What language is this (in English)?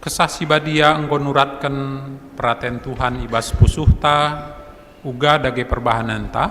Batak Karo